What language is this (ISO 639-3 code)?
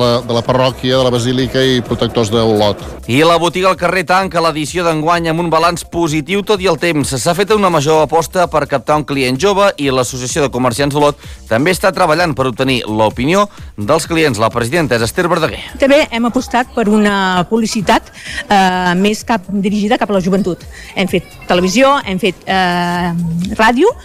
cat